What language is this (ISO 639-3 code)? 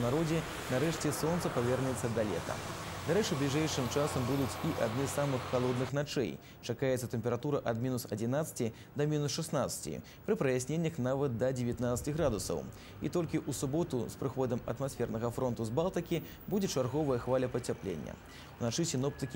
bel